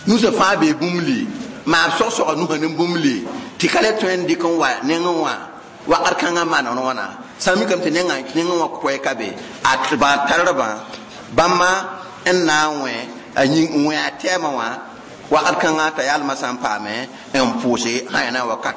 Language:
Mossi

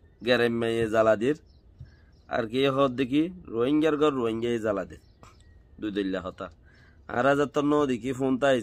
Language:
Rohingya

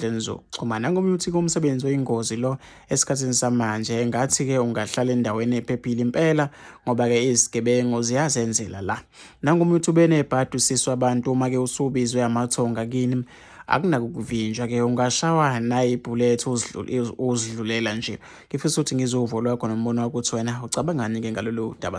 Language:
Zulu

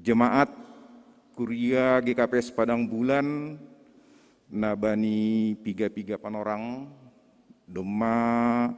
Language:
Batak Simalungun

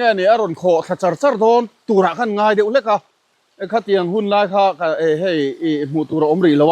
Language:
Mizo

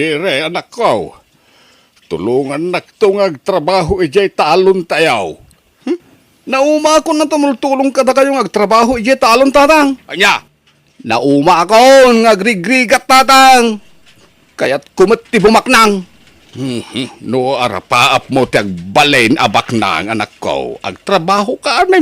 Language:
Iloko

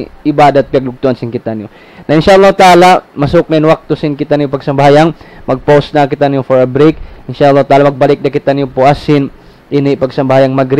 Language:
Tausug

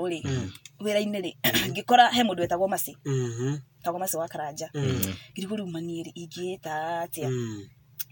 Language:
Kikuyu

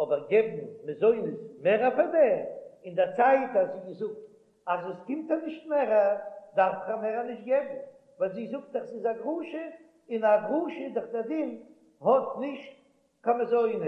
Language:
Yiddish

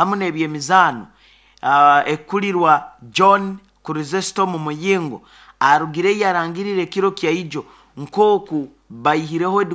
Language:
Nyoro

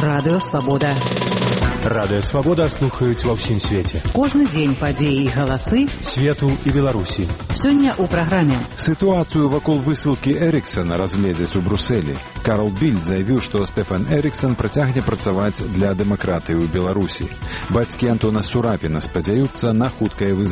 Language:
Belarusian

